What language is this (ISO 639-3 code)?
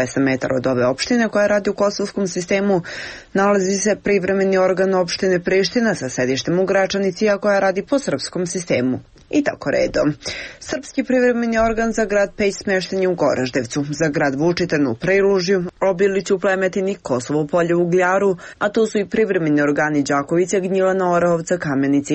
srp